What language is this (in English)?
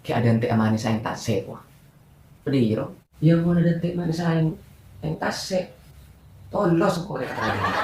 Madurese